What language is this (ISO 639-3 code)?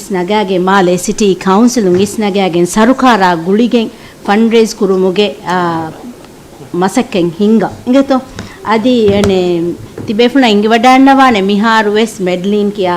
div